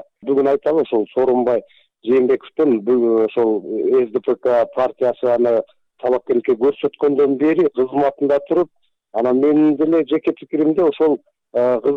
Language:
Kyrgyz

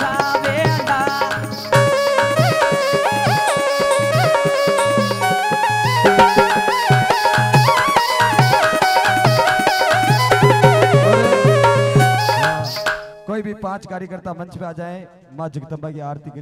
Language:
Hindi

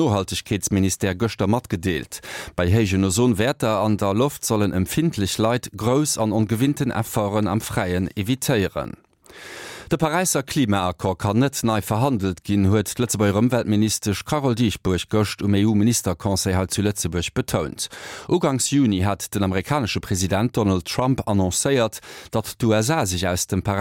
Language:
Luxembourgish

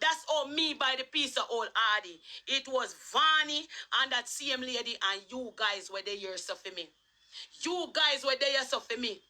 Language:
Jamaican Creole English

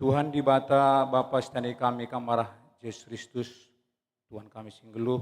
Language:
Batak Karo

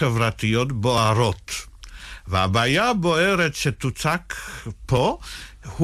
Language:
Hebrew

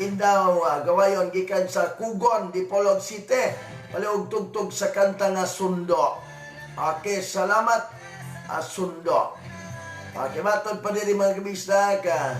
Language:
Cebuano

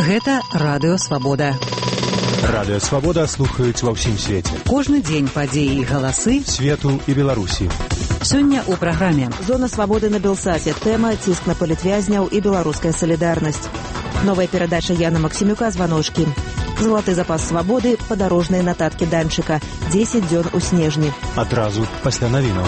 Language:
Belarusian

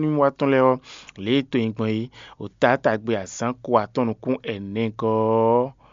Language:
Fon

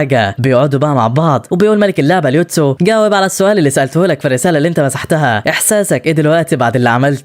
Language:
Egyptian Arabic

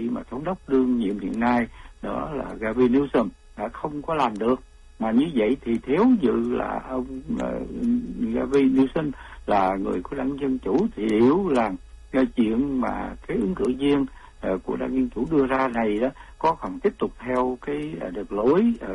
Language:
Vietnamese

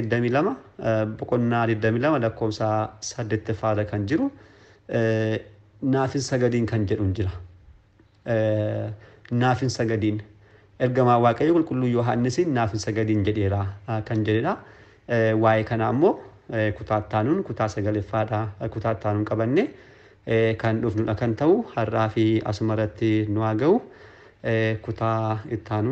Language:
Oromo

